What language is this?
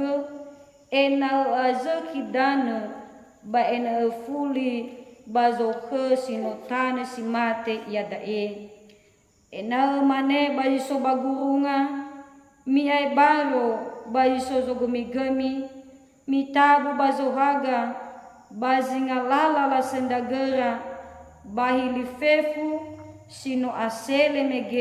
Nias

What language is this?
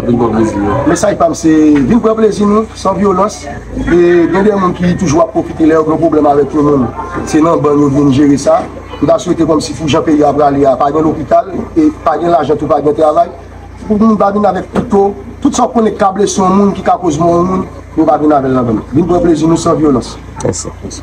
Haitian Creole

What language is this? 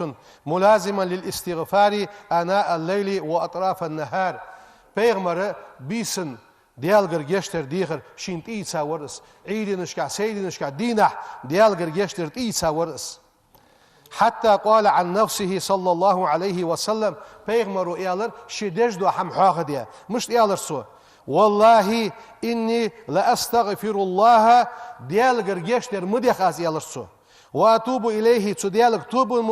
Ingush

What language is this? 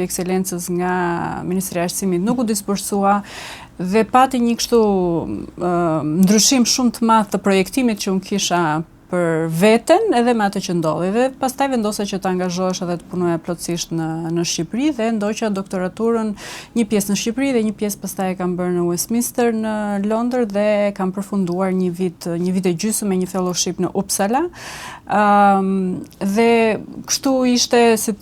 Albanian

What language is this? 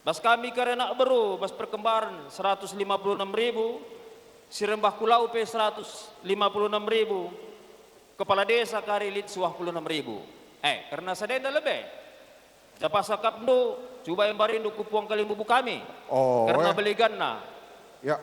Batak Karo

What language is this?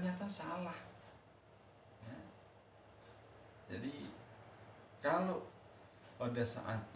Indonesian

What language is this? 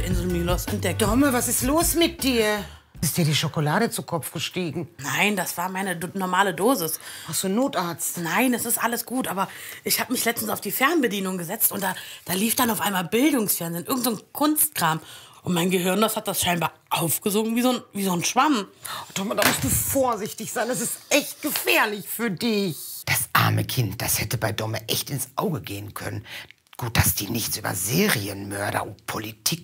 German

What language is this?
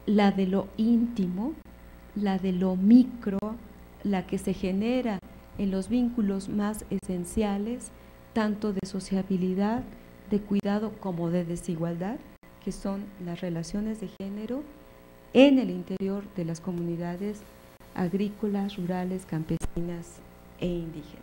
Spanish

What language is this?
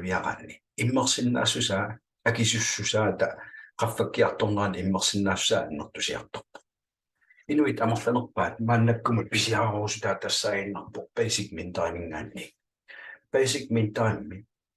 Kalaallisut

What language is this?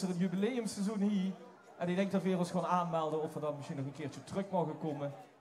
Limburgish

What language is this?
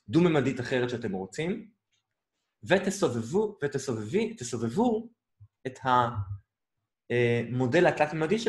Hebrew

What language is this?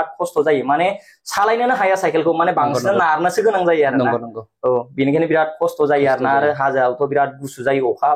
Bodo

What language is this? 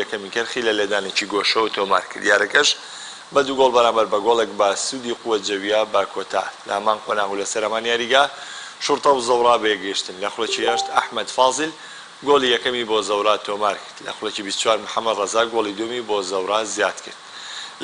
Central Kurdish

